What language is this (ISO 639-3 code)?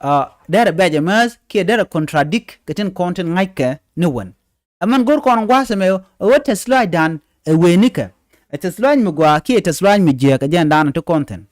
nus